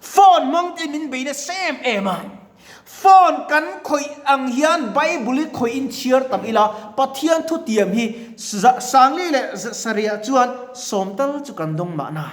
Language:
Mizo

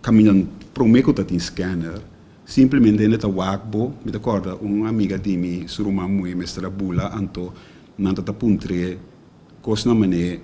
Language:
Papiamento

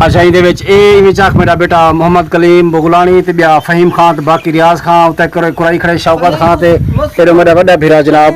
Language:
Saraiki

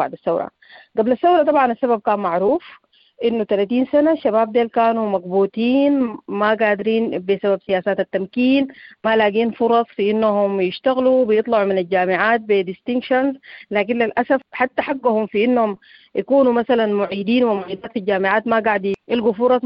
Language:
Sudanese Arabic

